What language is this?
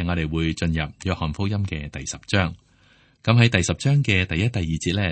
Cantonese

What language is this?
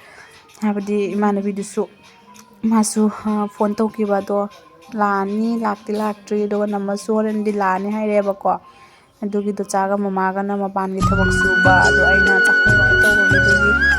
Manipuri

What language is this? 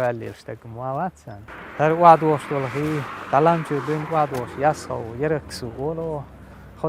Chechen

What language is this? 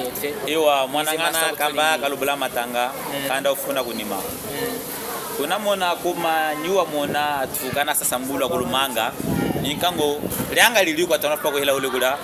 Chokwe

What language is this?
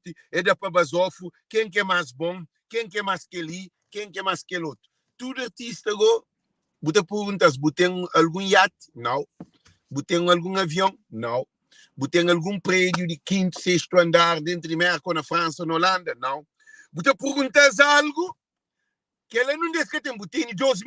Kabuverdianu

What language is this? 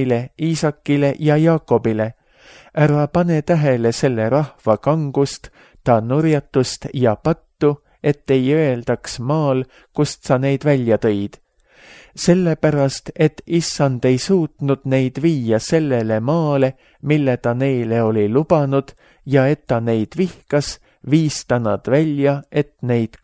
Estonian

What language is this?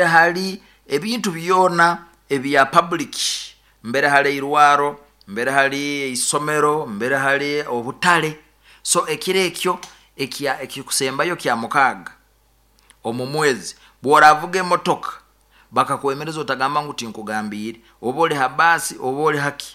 Nyoro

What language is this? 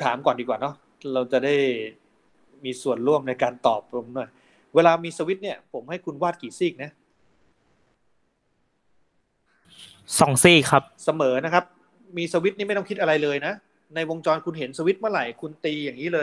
Thai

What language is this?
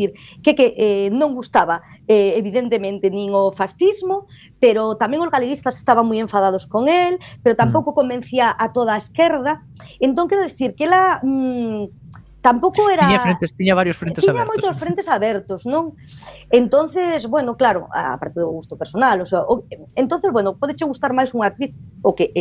Galician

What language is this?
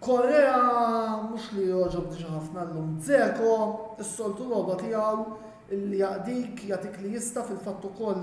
Maltese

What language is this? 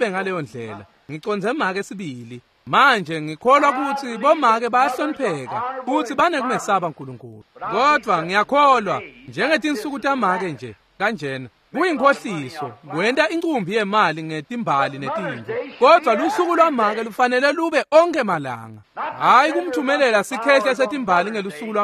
Swati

